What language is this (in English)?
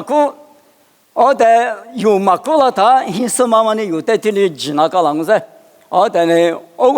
Lisu